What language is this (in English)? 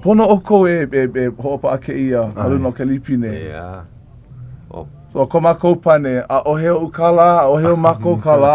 Hawaiian